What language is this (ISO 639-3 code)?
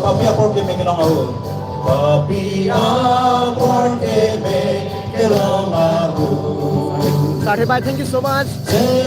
mjw